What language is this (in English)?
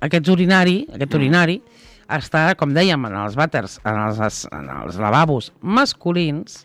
Catalan